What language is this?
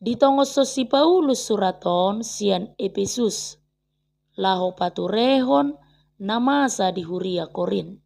Batak Toba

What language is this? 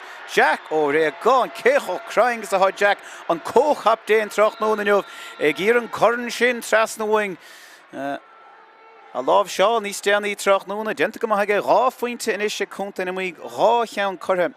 Irish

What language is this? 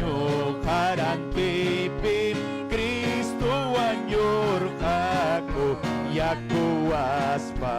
Ayacucho Quechua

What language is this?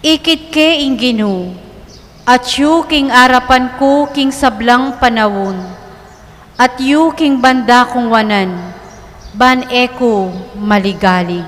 Pampanga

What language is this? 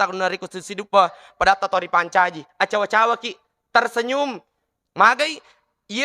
Buginese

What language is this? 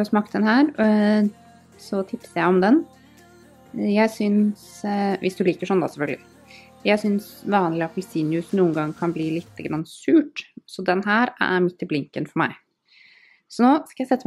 Norwegian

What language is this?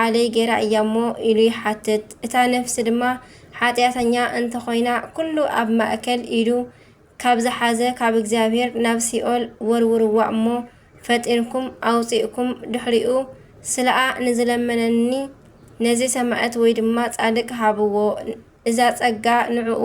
Tigrinya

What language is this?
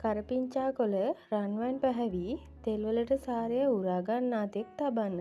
Sinhala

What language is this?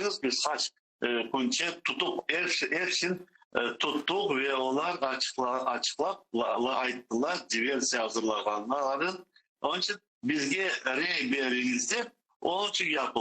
Crimean Tatar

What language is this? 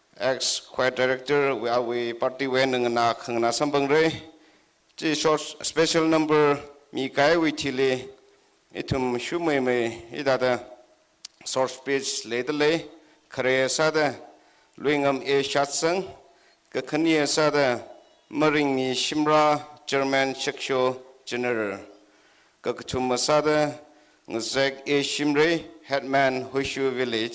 Tangkhul Naga (India)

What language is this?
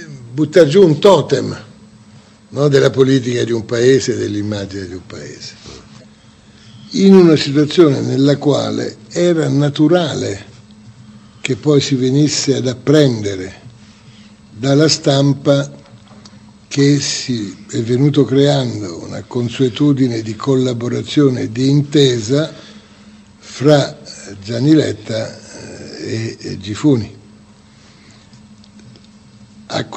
Italian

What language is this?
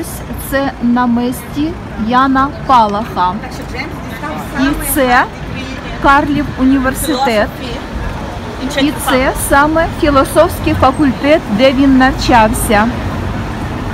Ukrainian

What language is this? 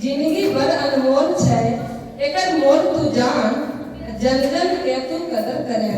Angika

